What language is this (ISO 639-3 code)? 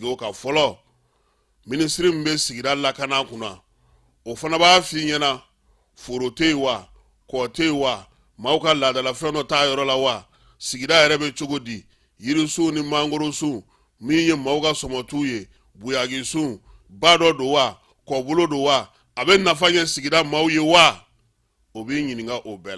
bam